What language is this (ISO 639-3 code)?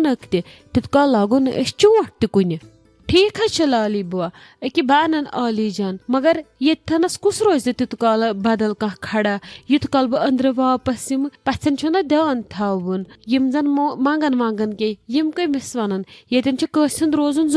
kas